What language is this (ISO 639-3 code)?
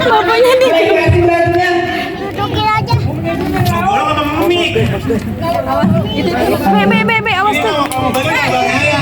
bew